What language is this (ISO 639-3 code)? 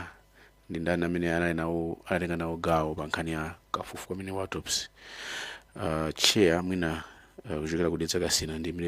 nya